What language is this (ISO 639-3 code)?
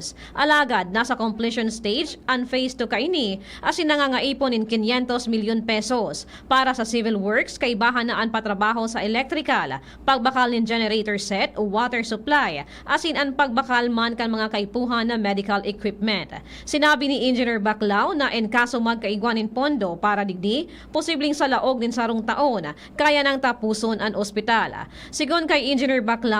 bik